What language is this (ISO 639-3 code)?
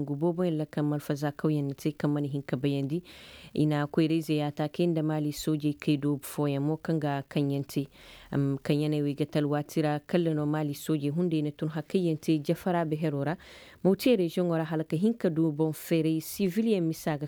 ses